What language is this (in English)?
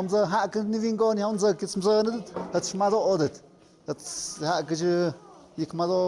Tlahuitoltepec Mixe